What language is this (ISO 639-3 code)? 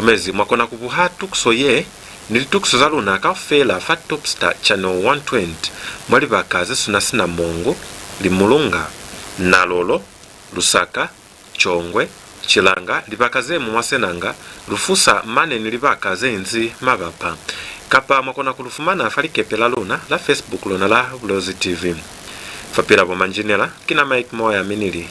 loz